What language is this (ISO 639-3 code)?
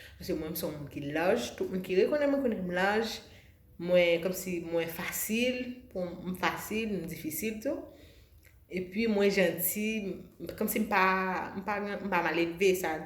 hat